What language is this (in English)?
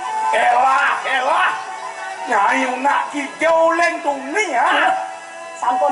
Balinese